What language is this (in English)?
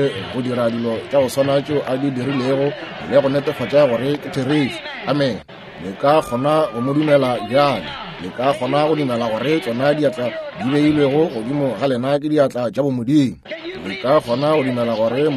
Northern Sotho